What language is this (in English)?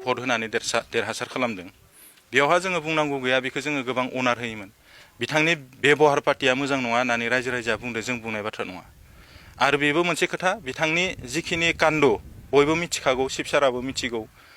Bodo